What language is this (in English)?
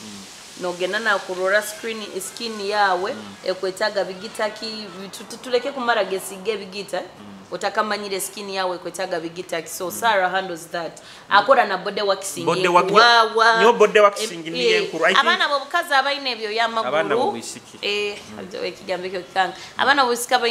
Nyoro